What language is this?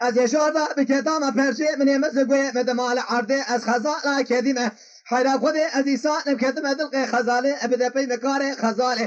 Kurdish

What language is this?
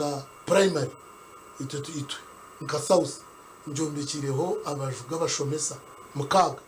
Nyankole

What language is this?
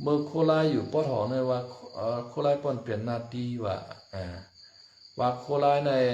Shan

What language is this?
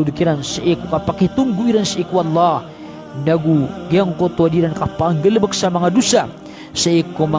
Maranao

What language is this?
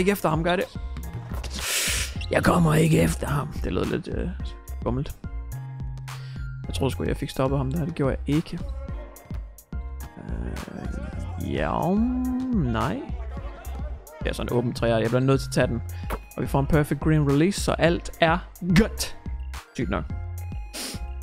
Danish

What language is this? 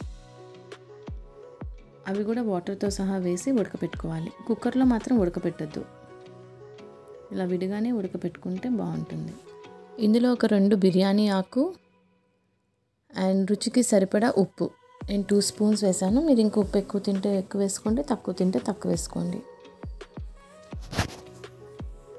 Telugu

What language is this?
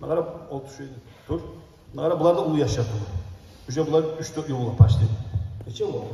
Kumyk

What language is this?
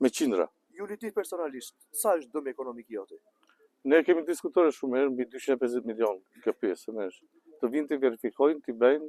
Albanian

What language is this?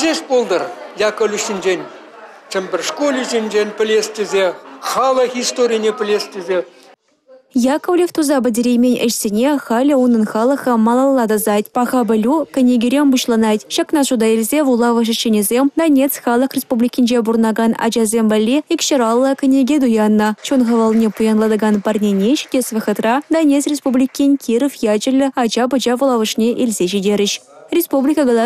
Chuvash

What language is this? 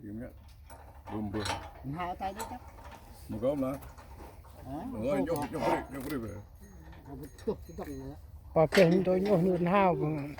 Central Mnong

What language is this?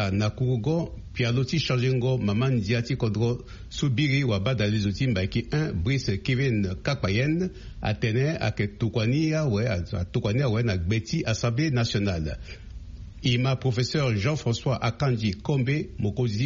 Sango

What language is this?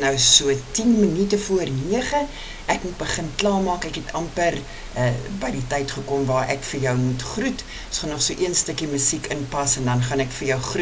Afrikaans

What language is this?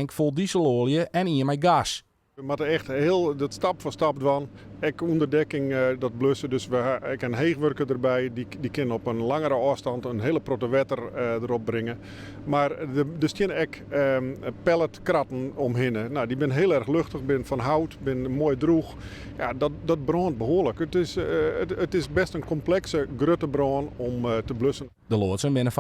Western Frisian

